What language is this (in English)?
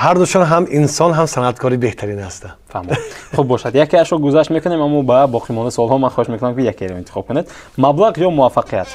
Tajik